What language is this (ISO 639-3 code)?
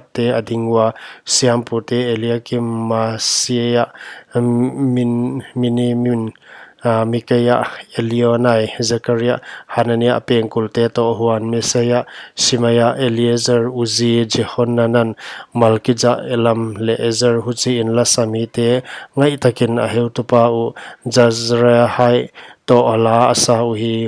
pck